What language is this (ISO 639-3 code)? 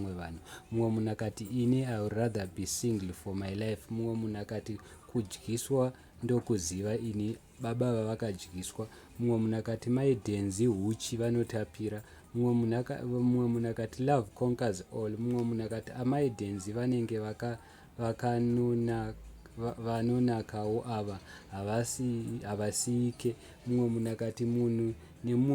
sna